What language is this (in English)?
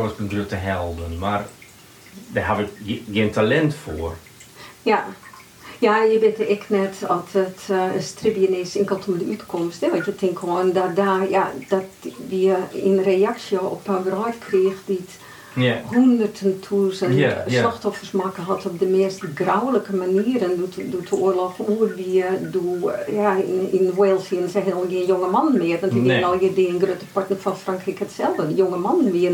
Western Frisian